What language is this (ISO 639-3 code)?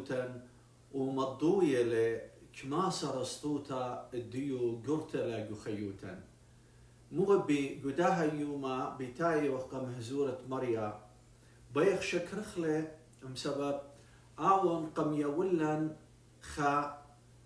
aii